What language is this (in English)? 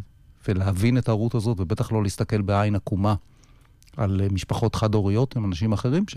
Hebrew